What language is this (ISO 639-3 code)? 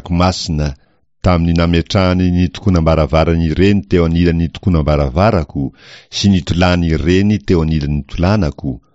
mlg